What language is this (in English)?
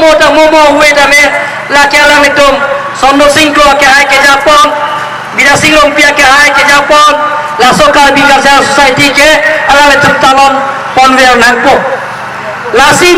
Karbi